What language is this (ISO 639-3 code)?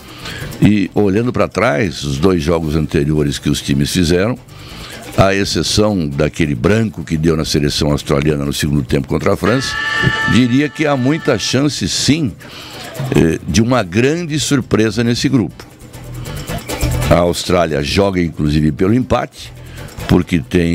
por